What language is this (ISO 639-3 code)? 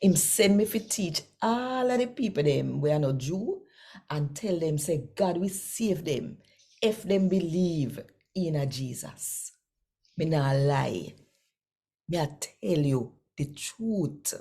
jam